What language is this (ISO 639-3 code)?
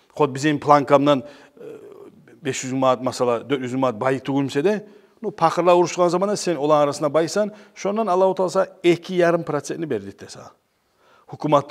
kum